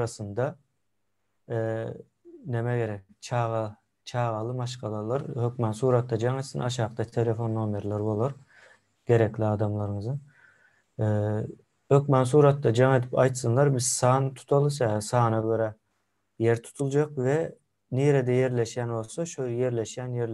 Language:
Turkmen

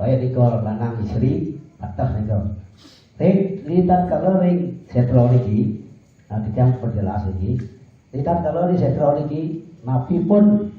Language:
Balinese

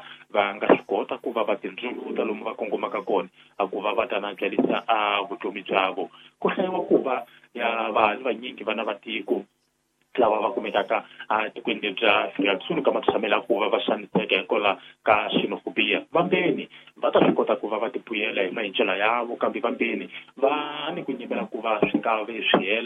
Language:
Tsonga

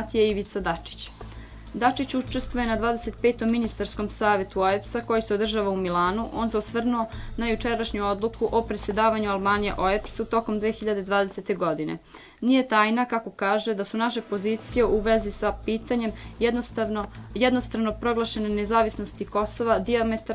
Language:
Serbian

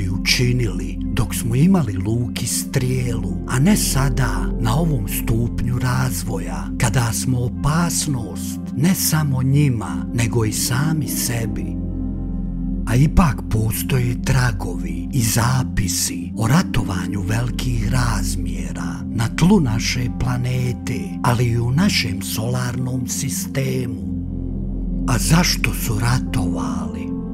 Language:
Croatian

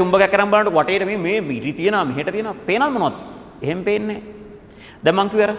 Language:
Sinhala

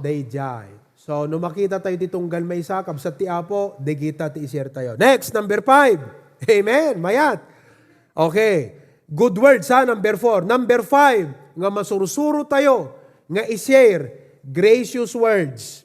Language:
Iloko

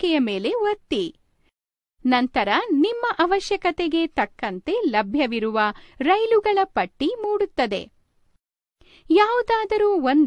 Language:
Kannada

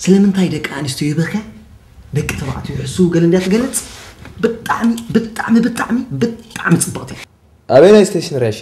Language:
Tigrinya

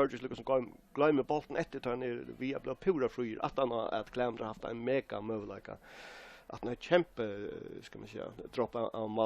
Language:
Faroese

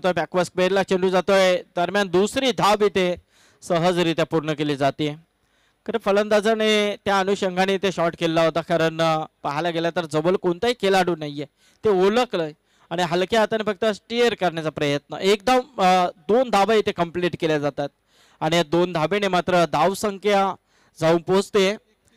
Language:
Marathi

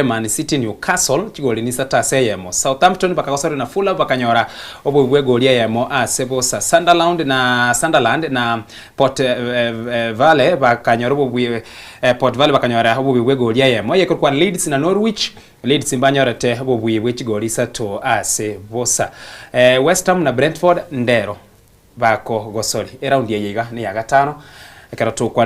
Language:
Gusii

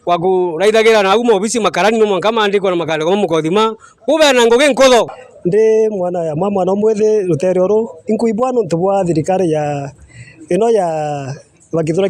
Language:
Meru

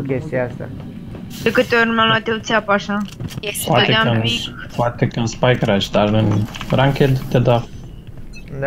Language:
Romanian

